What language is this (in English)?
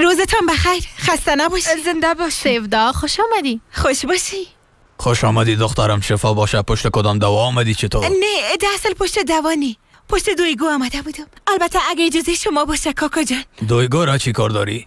Persian